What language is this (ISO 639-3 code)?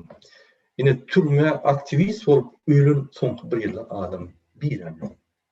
tuk